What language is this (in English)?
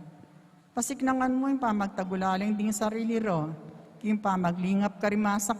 Pampanga